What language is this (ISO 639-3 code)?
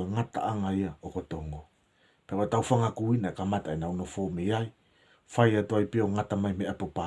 ton